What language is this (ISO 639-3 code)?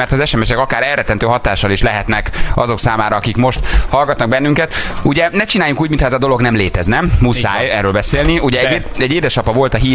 hun